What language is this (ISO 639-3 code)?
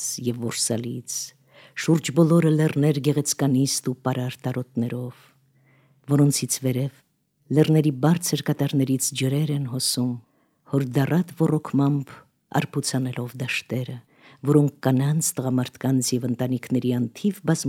hye